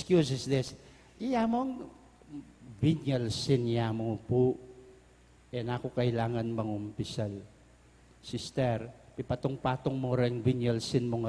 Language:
Pampanga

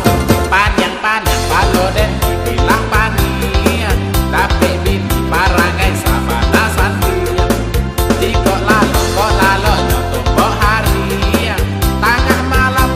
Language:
Minangkabau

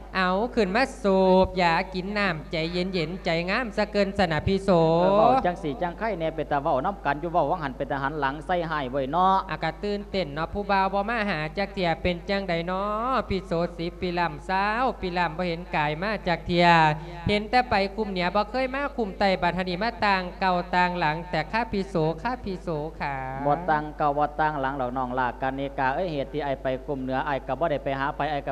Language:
Lao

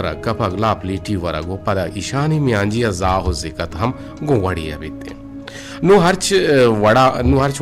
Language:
Eastern Balochi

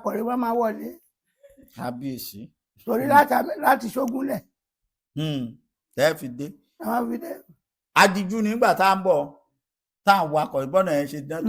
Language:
Yoruba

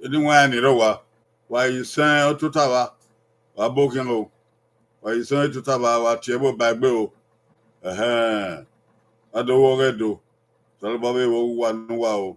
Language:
Bini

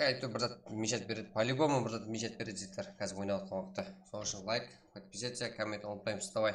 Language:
Kara-Kalpak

